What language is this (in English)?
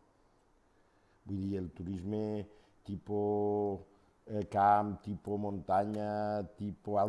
Catalan